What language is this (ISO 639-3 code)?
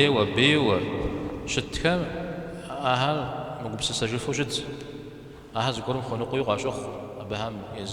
kbd